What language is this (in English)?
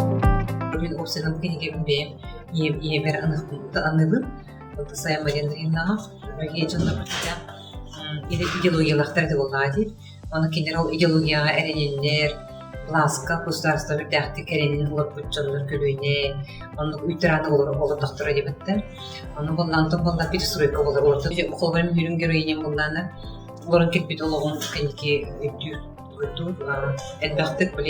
Yakut